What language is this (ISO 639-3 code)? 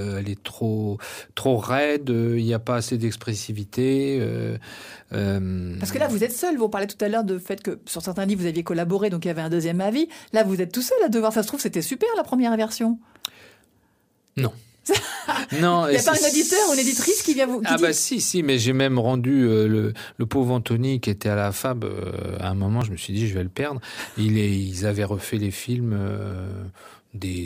fra